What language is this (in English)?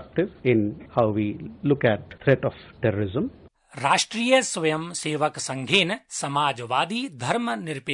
Sanskrit